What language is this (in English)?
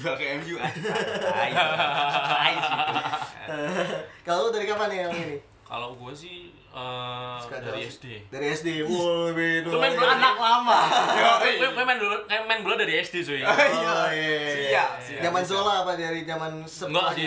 Indonesian